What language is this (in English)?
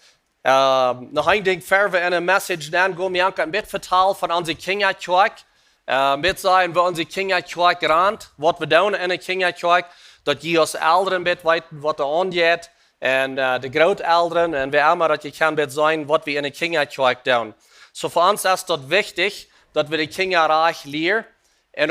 Plautdietsch